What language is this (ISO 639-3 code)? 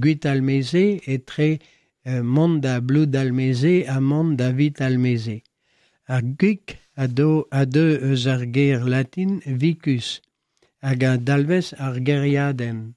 bre